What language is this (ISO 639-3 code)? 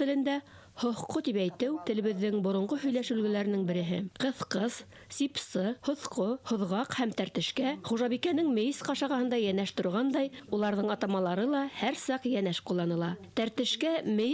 bak